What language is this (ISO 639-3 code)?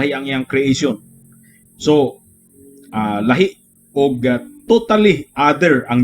ceb